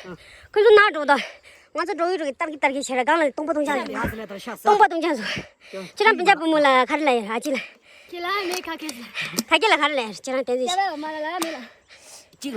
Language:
Tibetan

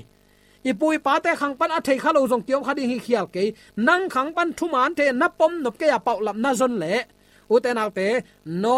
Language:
Tedim Chin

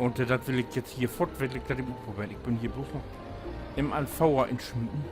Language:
Low German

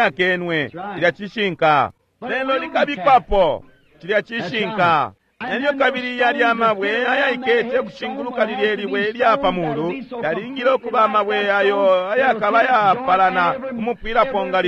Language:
Bemba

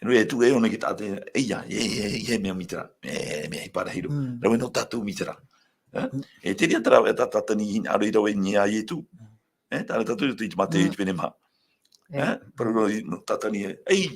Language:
Tahitian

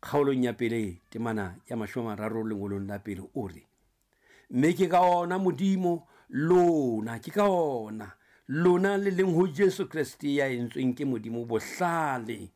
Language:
Southern Sotho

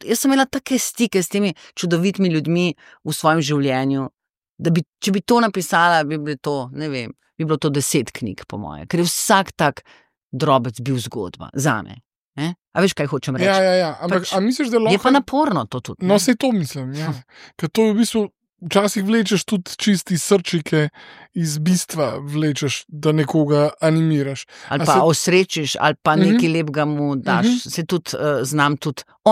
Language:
Slovenian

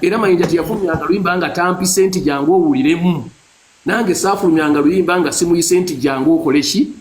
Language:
Ganda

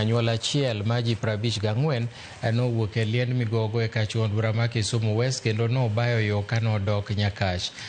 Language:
Luo (Kenya and Tanzania)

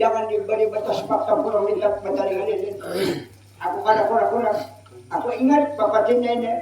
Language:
Banjar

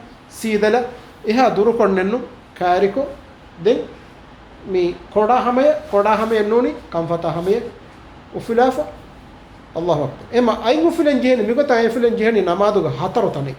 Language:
Divehi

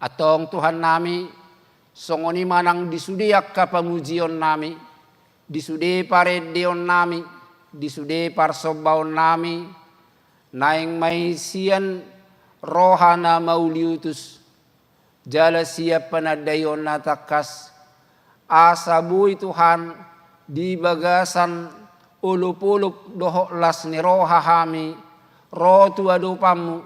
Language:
Batak Toba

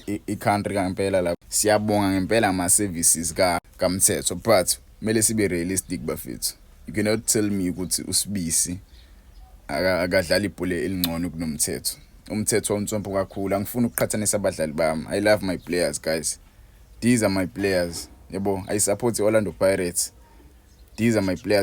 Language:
Zulu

